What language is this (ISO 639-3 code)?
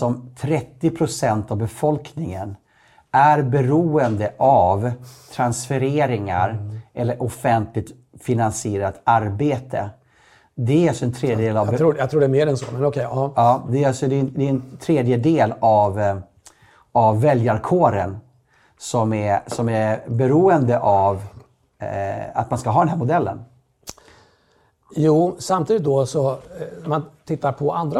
swe